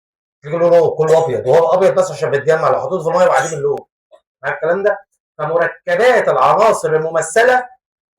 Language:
Egyptian Arabic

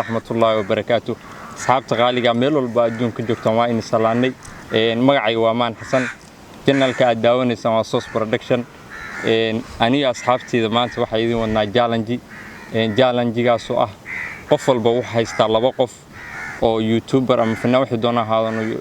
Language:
Somali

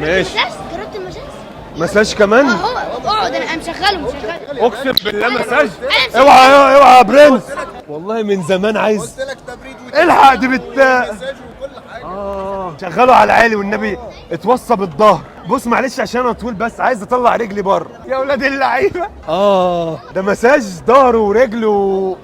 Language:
Egyptian Arabic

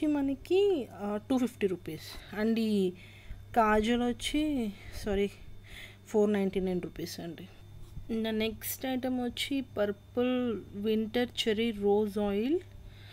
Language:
Telugu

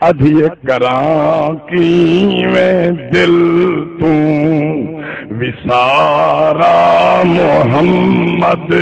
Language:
Saraiki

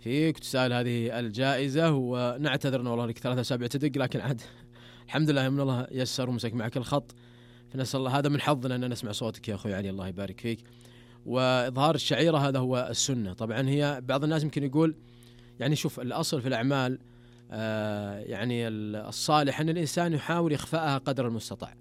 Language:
Najdi Arabic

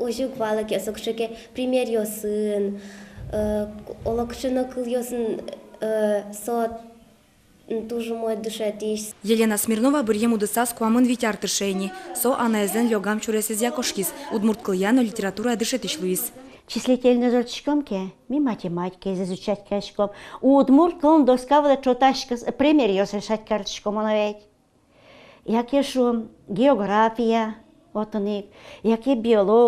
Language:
Udmurt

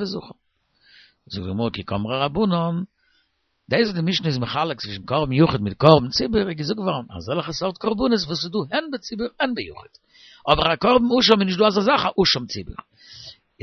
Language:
Yiddish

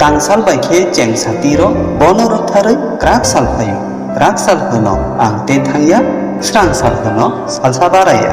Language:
Kok Borok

